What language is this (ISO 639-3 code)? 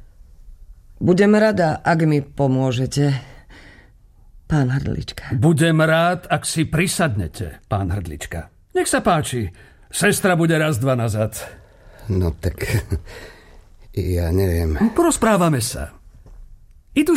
slk